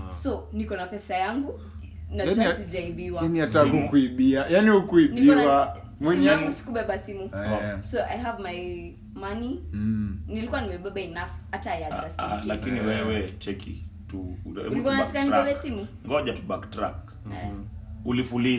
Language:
Swahili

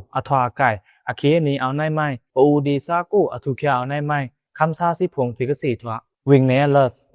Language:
Pa'o Karen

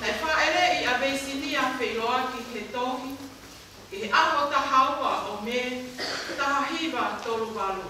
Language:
Tongan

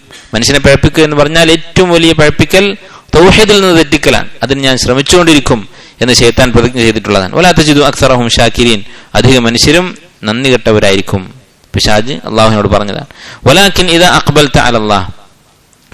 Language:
Malayalam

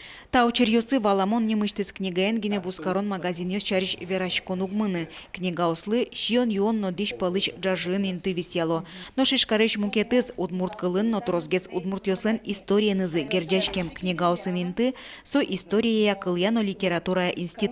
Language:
Udmurt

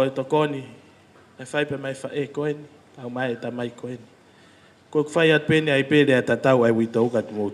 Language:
Tongan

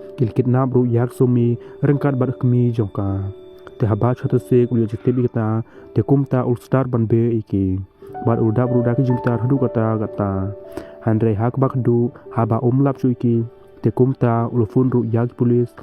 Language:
Khasi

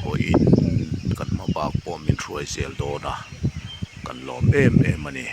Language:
Mizo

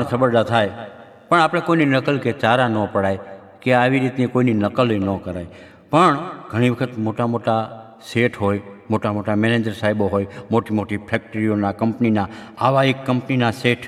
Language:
Gujarati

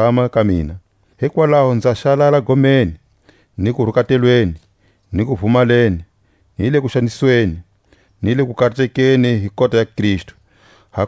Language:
Tswa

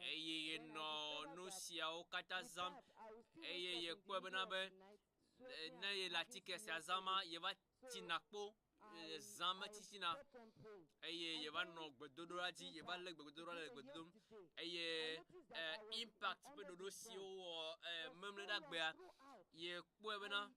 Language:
Ewe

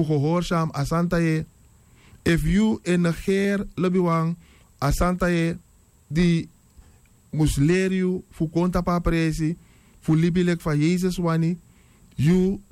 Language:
Sranan Tongo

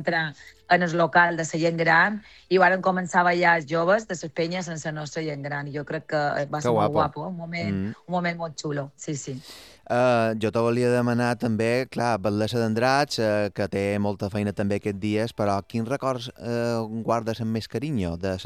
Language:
Catalan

